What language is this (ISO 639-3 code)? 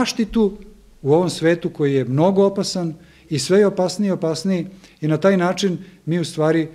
srp